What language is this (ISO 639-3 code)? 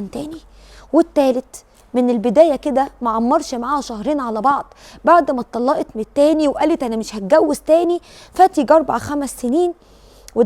arz